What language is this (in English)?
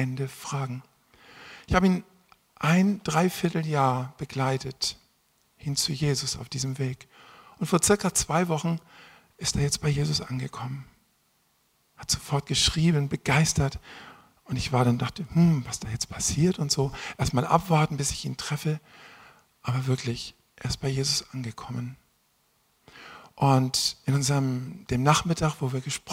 German